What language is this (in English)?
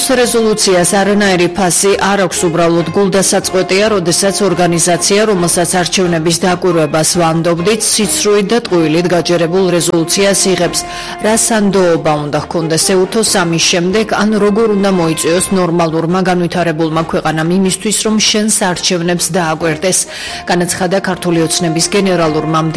Georgian